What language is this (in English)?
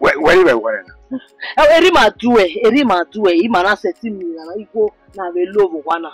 Bini